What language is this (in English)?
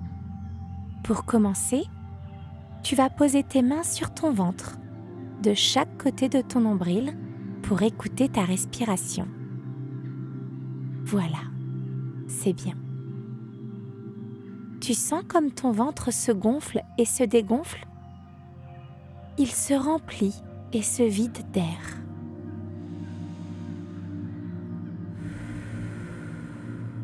French